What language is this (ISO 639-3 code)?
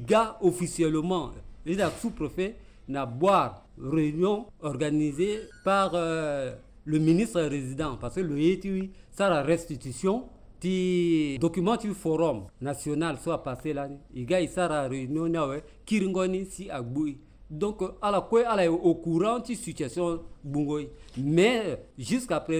sag